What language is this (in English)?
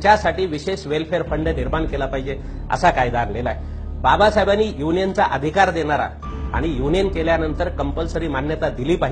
Marathi